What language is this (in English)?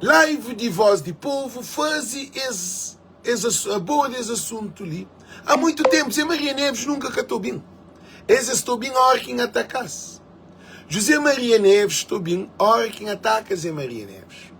Kabuverdianu